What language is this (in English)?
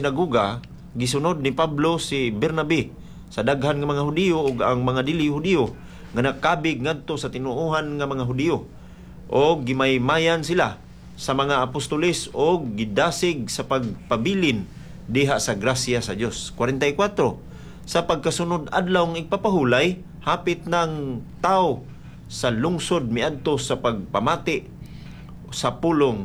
Cebuano